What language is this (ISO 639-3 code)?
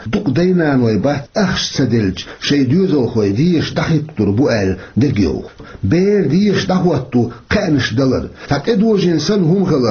che